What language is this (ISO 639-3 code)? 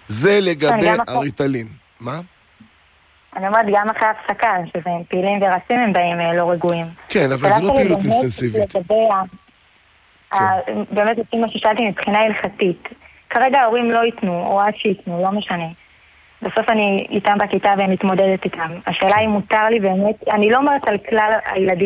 heb